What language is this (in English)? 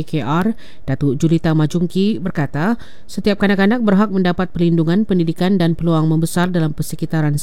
Malay